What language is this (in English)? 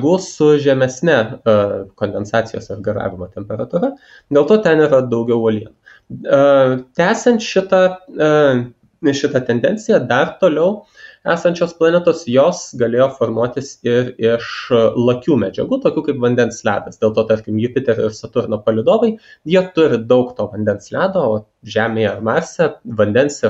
Lithuanian